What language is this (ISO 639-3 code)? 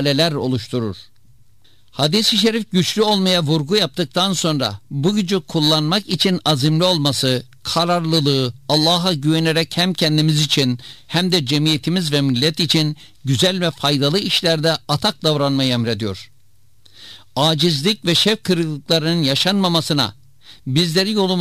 tur